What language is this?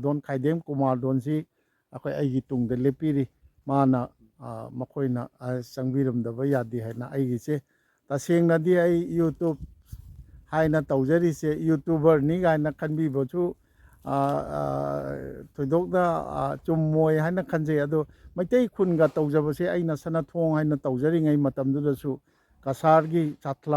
Manipuri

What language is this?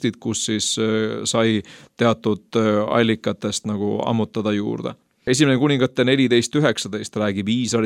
Estonian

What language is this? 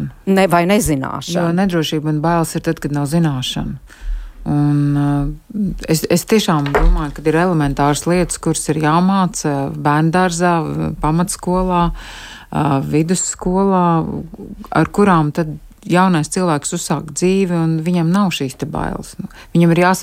Latvian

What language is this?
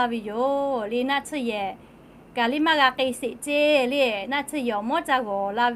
Lahu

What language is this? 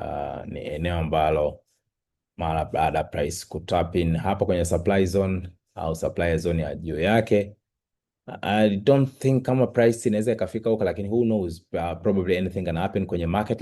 Swahili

